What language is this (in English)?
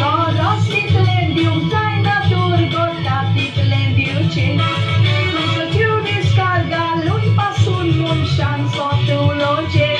Konkani